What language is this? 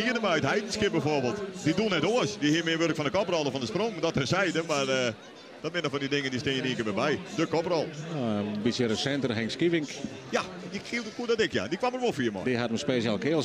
Western Frisian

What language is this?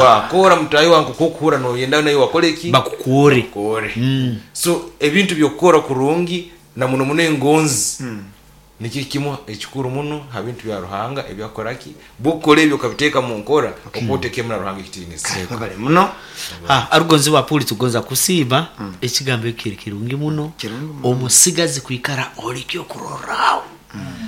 Nyoro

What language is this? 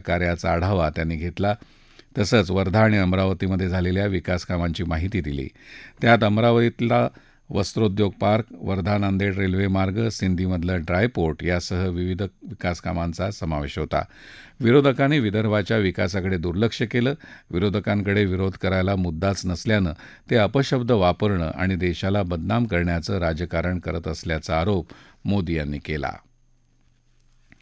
Marathi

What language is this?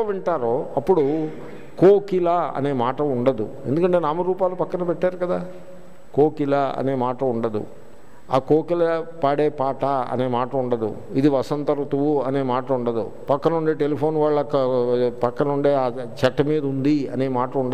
Telugu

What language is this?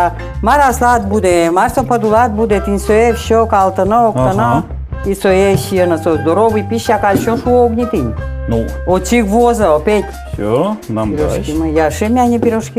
Udmurt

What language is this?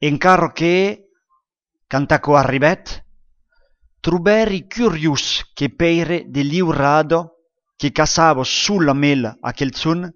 Occitan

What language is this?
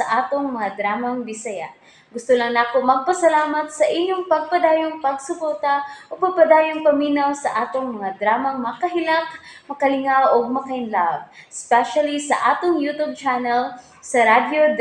Cebuano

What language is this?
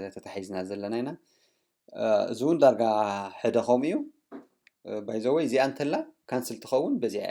Tigrinya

